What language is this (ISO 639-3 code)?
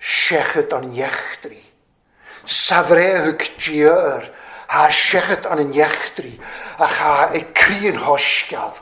cym